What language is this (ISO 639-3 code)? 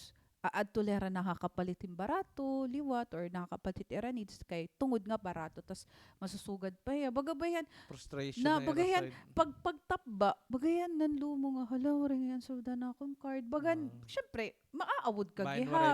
war